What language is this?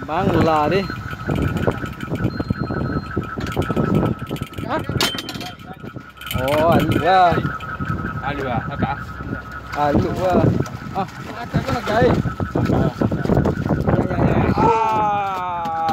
Malay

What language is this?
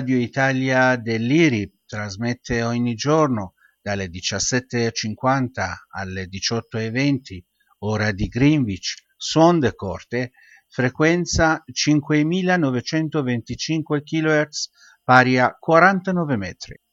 Italian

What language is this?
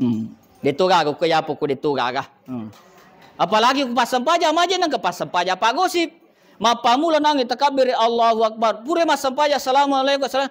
Buginese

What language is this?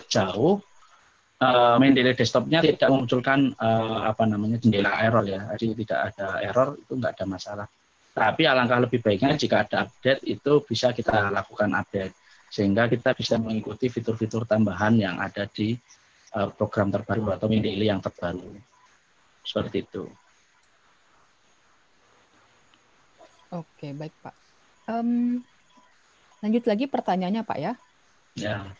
Indonesian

